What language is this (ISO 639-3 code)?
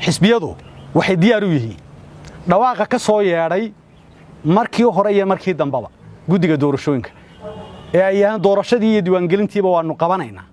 som